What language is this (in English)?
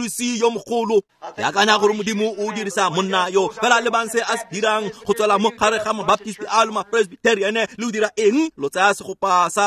Tswana